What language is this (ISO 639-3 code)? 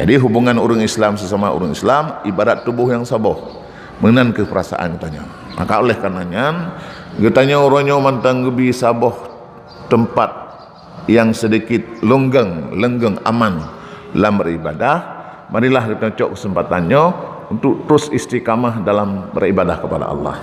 ace